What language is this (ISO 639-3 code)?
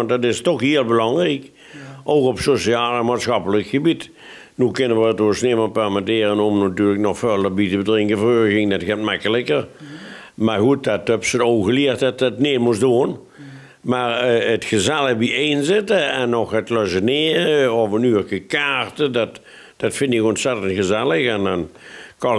lim